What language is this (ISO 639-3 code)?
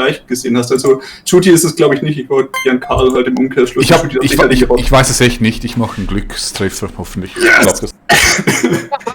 gsw